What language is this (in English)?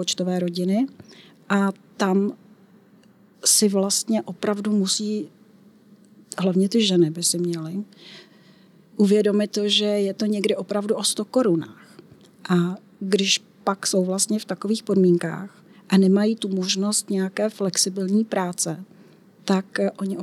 Czech